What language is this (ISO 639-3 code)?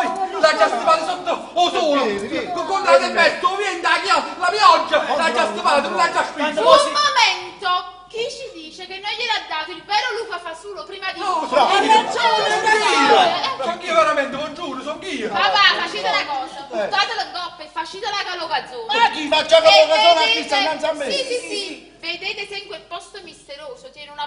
nap